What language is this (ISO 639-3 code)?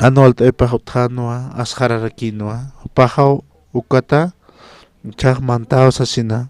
aym